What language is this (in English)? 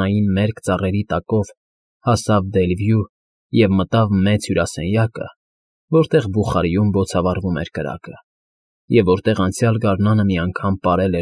Armenian